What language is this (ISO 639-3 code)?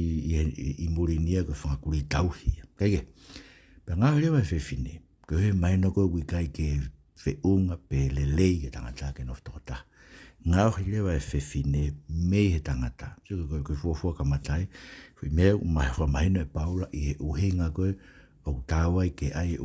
ton